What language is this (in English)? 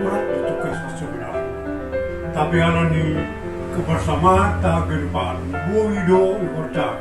Batak Simalungun